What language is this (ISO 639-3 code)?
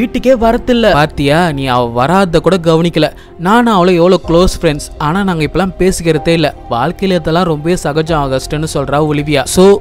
tam